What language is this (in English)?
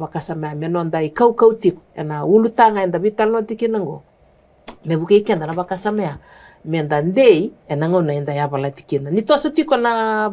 Fijian